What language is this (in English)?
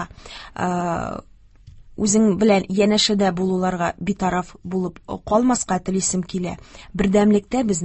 Tatar